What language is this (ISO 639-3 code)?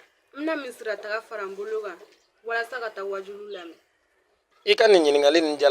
bam